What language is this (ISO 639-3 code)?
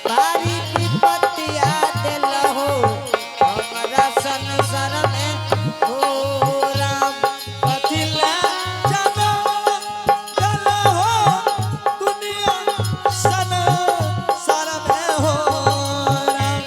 anp